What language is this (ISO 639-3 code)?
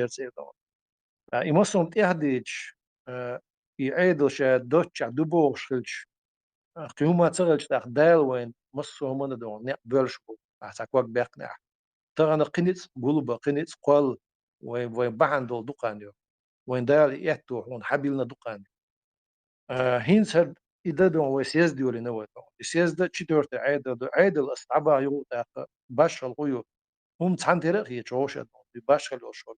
che